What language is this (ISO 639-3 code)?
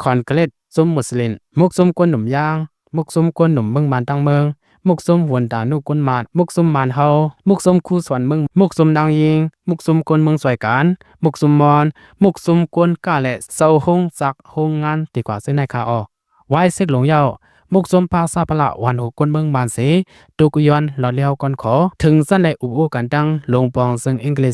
shn